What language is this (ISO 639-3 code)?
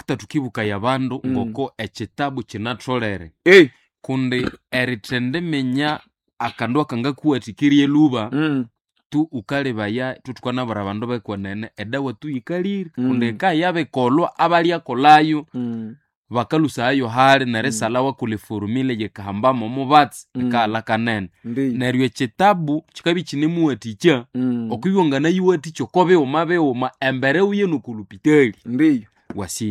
nnb